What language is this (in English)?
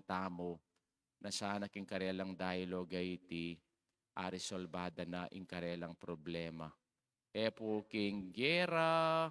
Pampanga